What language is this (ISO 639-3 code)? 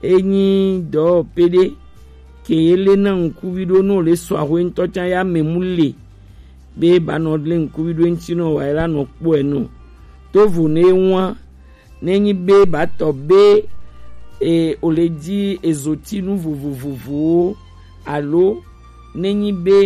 gej